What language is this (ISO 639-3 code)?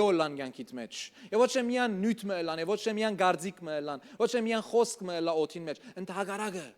hyw